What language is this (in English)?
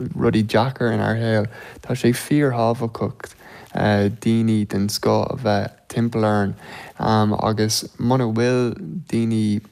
Irish